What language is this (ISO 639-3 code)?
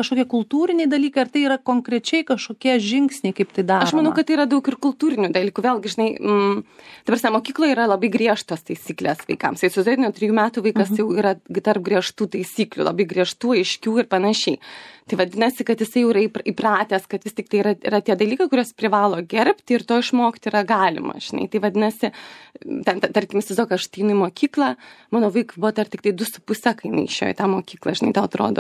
lit